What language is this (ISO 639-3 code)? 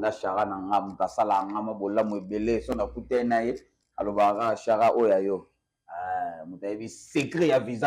lin